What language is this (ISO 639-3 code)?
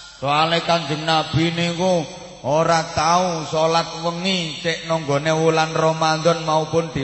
jav